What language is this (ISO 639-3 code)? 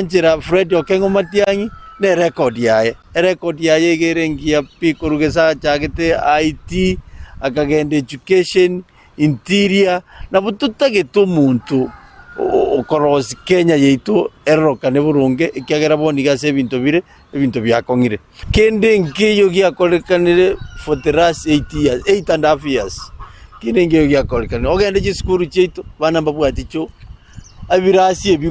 guz